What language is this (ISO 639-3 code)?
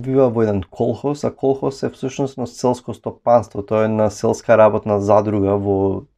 mkd